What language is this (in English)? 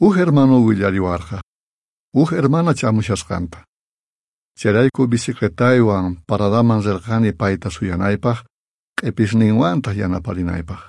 South Bolivian Quechua